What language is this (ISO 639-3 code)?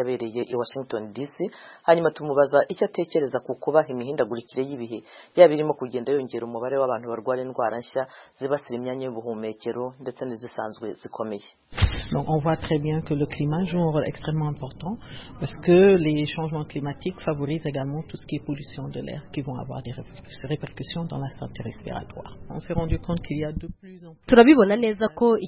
kin